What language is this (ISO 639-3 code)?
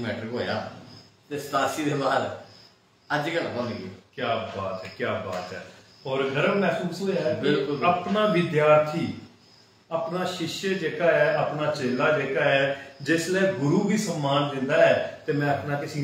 doi